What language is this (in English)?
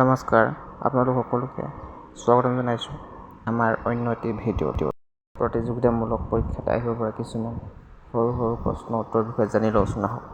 Assamese